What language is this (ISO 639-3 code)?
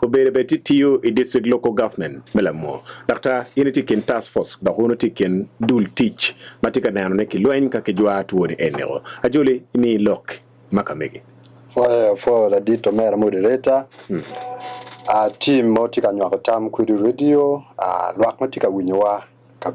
ach